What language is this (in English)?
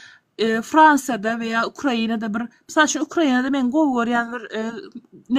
Turkmen